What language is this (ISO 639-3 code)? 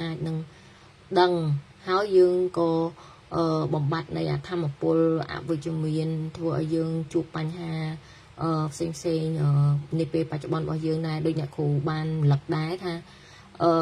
khm